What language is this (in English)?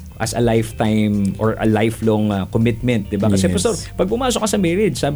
Filipino